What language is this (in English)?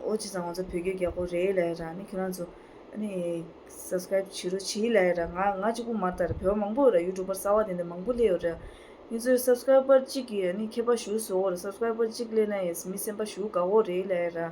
Tibetan